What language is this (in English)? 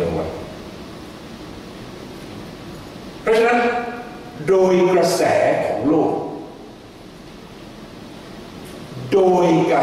Thai